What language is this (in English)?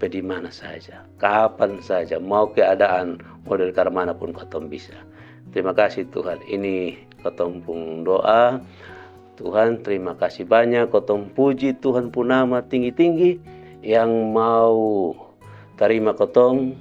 Kupang Malay